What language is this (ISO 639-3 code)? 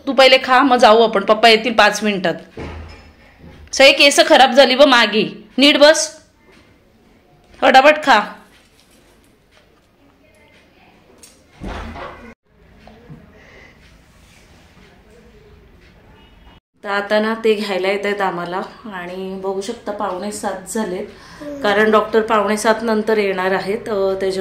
mar